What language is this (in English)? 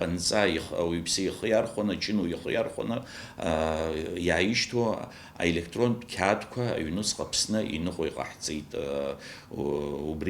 Abkhazian